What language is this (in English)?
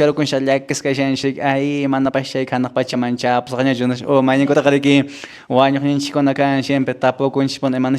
Quechua